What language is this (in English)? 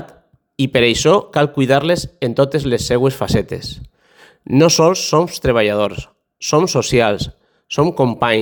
Catalan